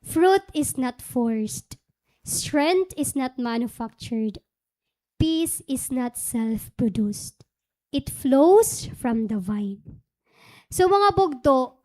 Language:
Waray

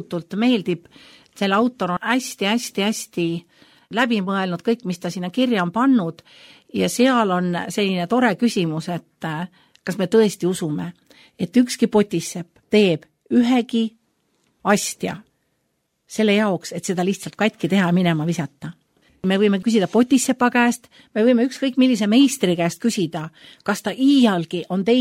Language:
Estonian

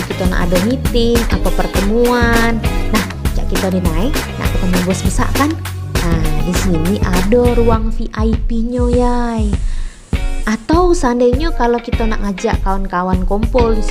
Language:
Musi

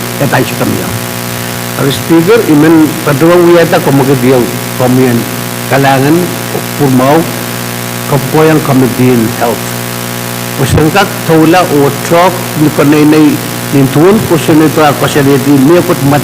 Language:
Pohnpeian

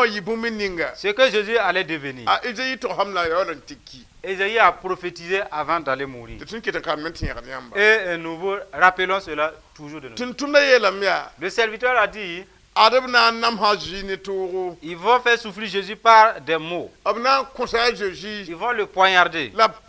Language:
Mossi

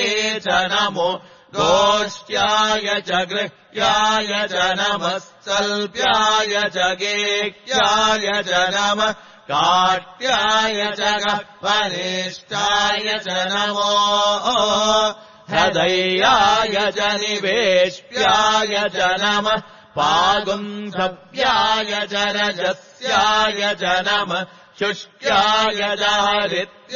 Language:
Sanskrit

